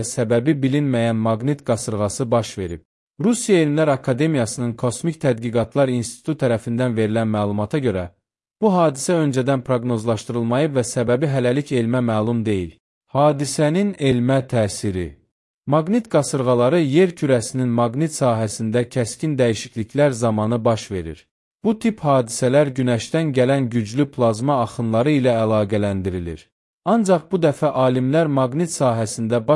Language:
Azerbaijani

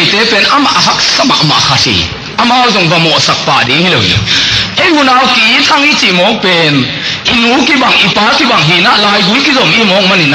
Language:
Tedim Chin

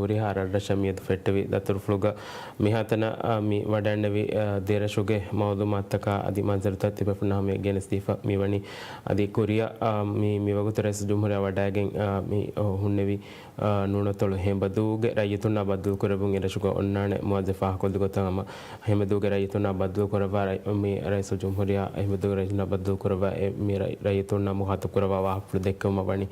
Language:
Divehi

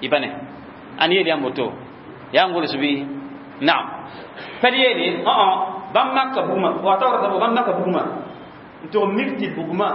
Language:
Mossi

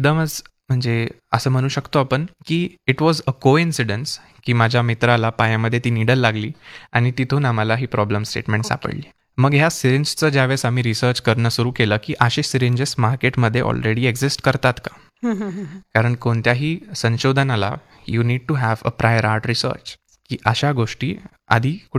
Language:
Marathi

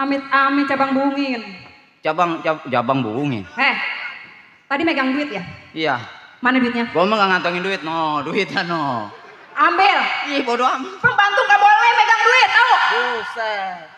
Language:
Betawi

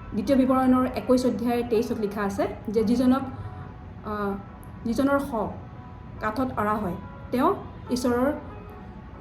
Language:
Assamese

